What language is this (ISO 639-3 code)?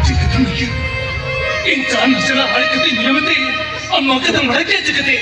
sat